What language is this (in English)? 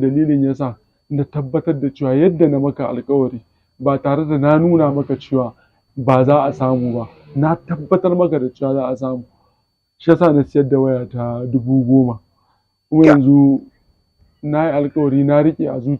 Hausa